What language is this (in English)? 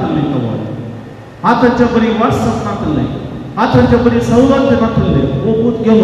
Konkani